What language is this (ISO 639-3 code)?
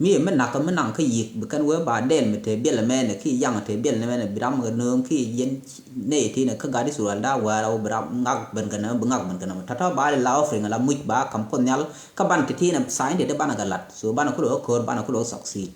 nus